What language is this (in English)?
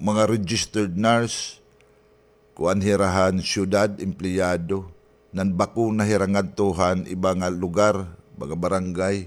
Waray